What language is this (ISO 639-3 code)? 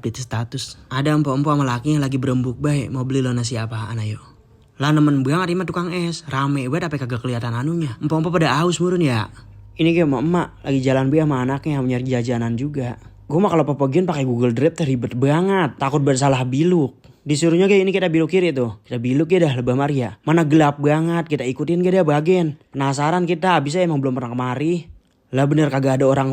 bew